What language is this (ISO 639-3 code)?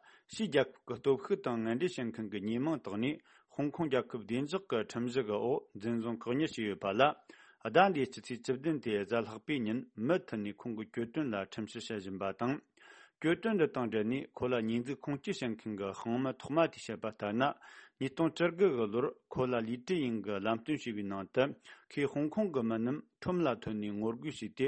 bod